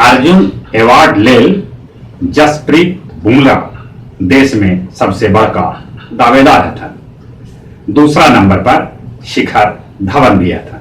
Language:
Magahi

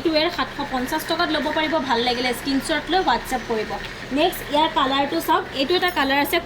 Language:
Assamese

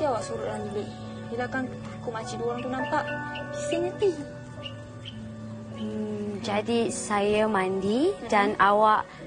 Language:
Malay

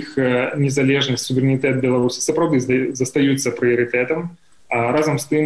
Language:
Belarusian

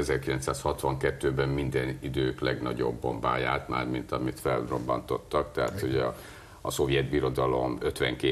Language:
Hungarian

